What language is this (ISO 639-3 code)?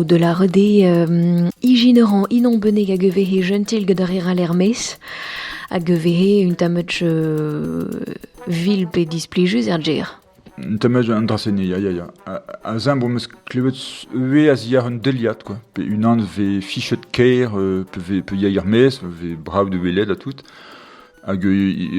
bre